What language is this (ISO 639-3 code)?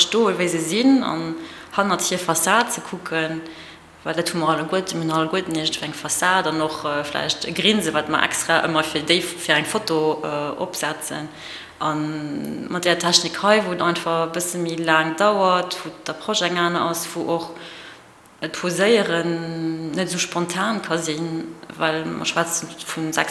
ltz